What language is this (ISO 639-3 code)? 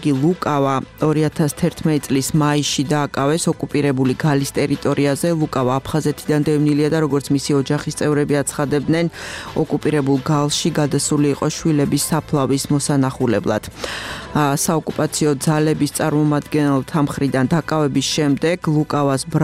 kat